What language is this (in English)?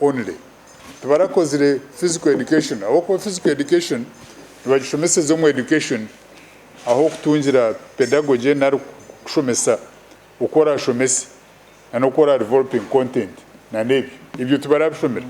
Nyankole